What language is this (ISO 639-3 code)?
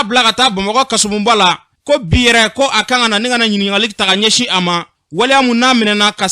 bam